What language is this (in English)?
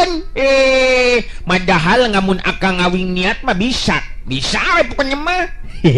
Sundanese